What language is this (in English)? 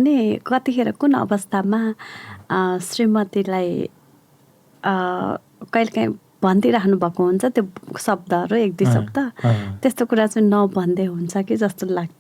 Nepali